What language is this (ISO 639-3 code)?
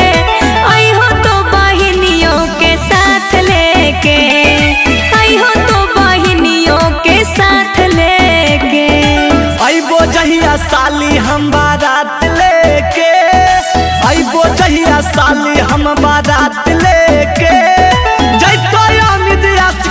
mag